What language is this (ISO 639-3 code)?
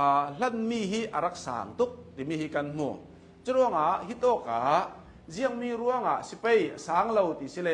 cnh